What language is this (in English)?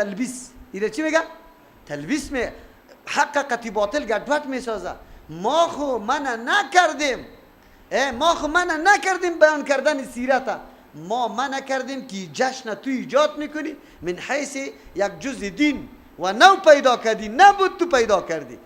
Persian